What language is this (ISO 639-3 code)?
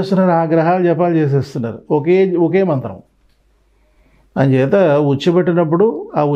tel